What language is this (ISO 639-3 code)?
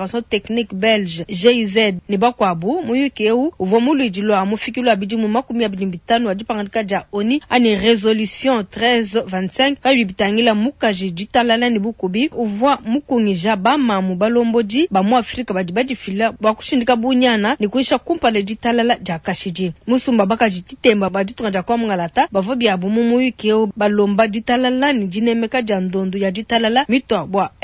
lua